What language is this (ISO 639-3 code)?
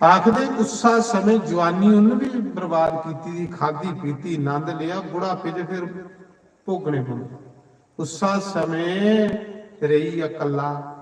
doi